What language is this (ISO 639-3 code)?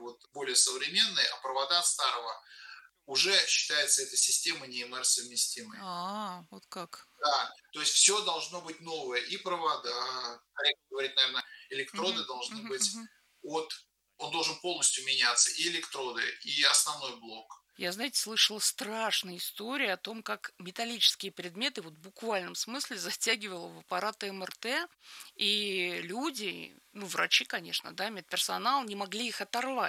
rus